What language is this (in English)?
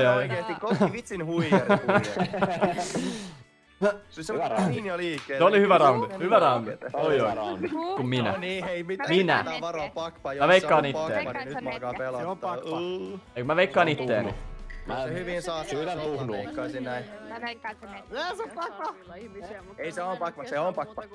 Finnish